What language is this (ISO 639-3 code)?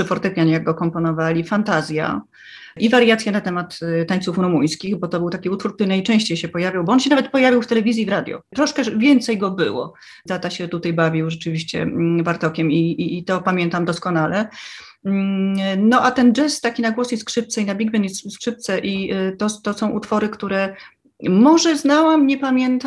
pol